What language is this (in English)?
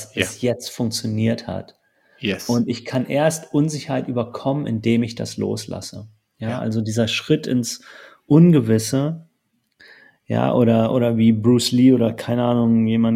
German